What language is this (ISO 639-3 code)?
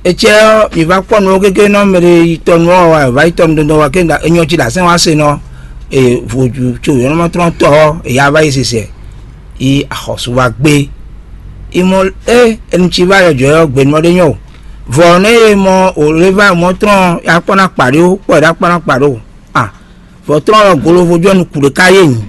fon